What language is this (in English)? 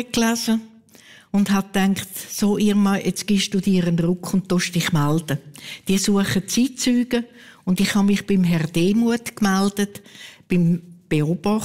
Swiss German